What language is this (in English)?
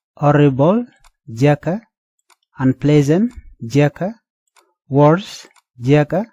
Nuer